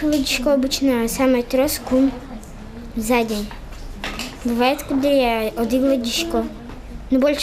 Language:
Udmurt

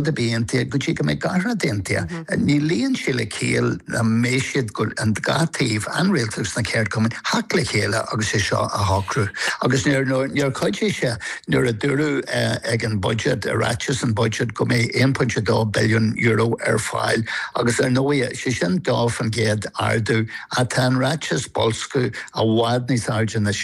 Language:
Irish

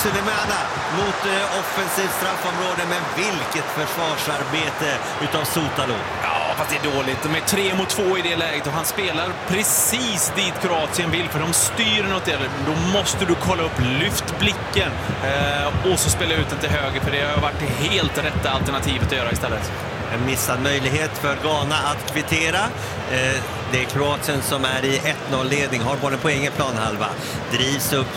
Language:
Swedish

